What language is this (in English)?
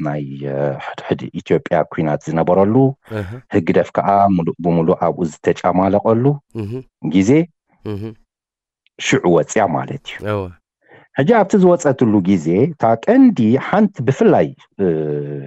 Tigrinya